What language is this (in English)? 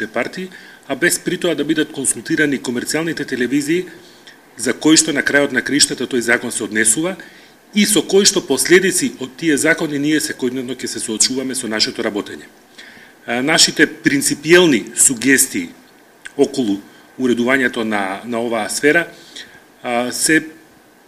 Macedonian